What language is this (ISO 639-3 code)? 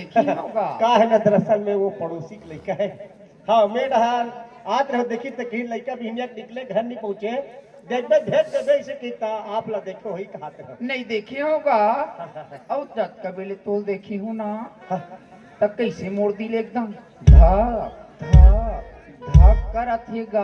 hne